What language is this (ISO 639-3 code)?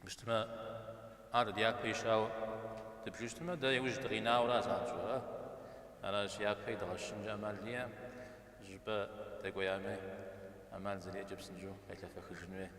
kbd